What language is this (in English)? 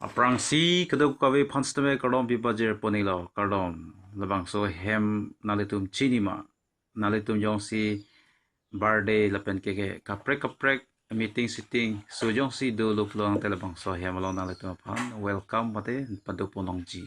Karbi